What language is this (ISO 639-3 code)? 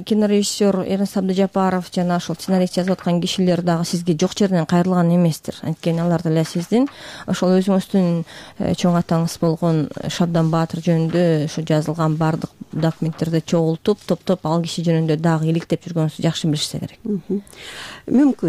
kir